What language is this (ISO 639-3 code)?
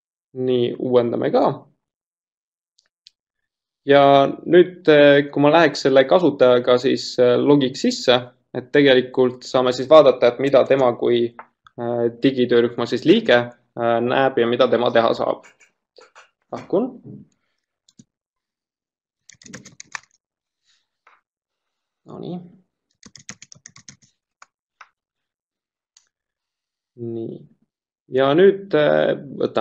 est